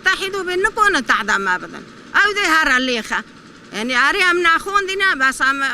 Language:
Kurdish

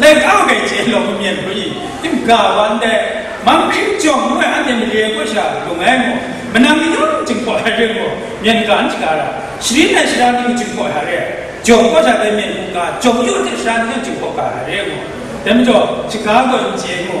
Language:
Kachin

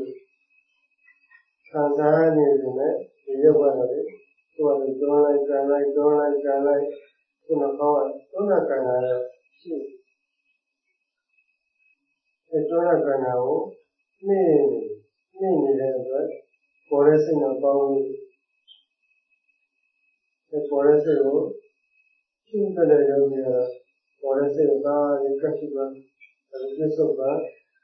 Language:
Burmese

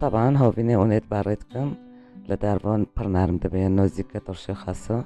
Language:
Kurdish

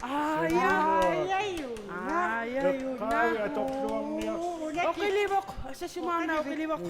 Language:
Kalaallisut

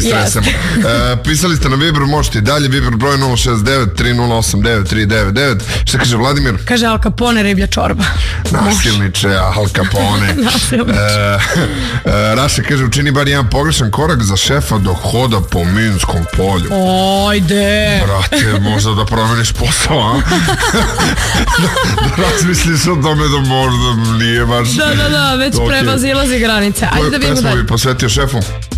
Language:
Serbian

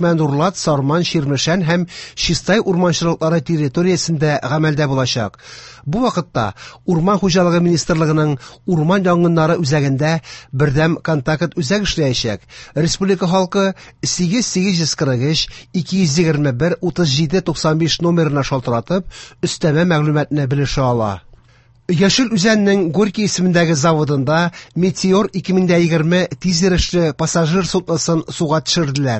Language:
Tatar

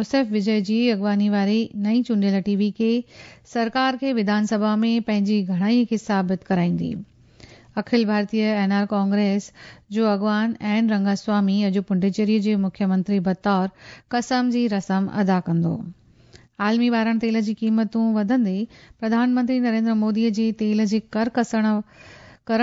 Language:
Sindhi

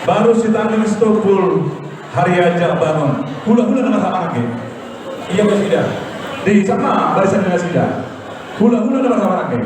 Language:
Batak Toba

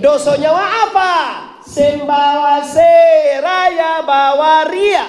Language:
Minangkabau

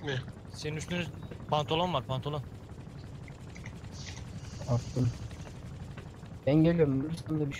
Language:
Turkish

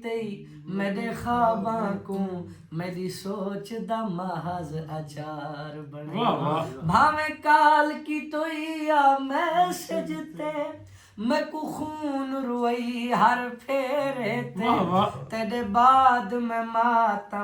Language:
Saraiki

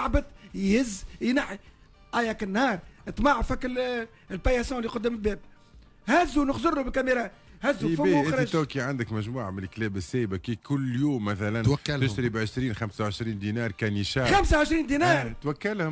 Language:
Tunisian Arabic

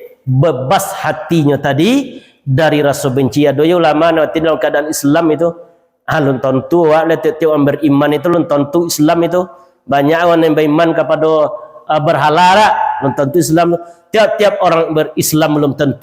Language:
Minangkabau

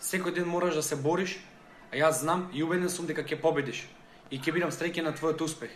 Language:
Macedonian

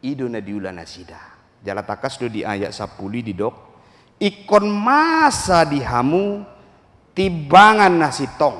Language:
Batak Toba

